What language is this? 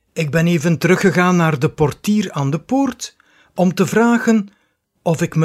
Dutch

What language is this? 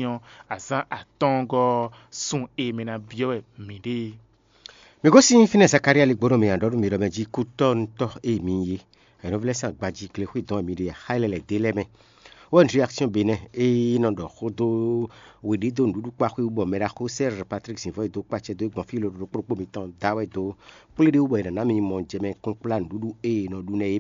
Fon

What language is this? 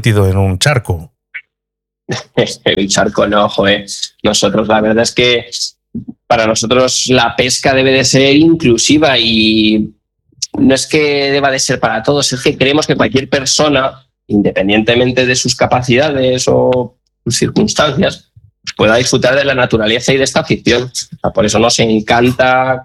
Spanish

